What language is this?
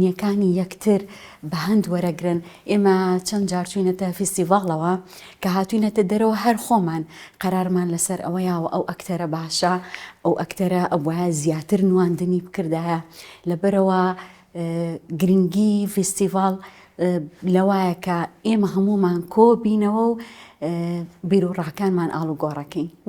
Central Kurdish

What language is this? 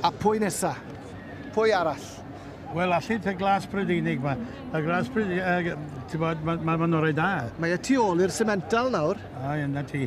Welsh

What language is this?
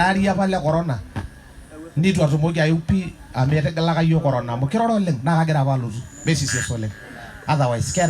Masai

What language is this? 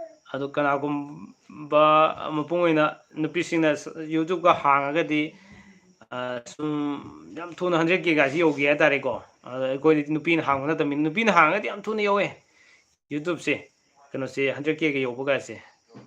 Manipuri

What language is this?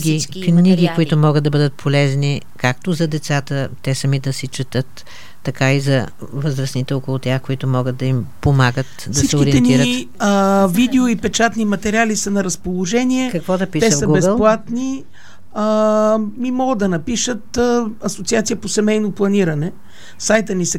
Bulgarian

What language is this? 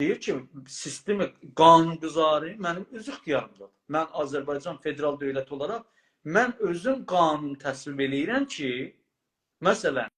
South Azerbaijani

